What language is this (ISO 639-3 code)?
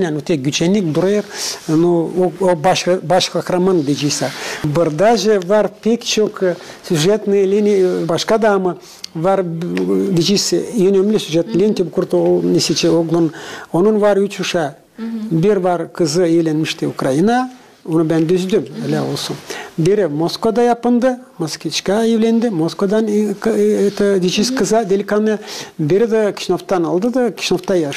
gag